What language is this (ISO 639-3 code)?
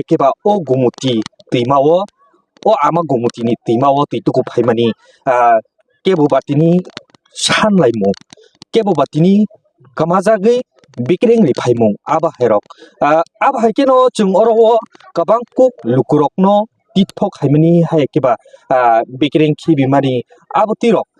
trp